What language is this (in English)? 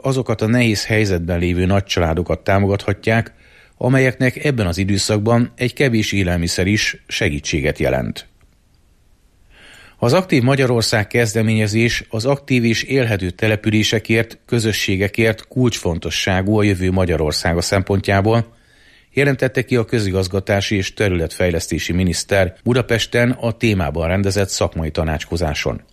Hungarian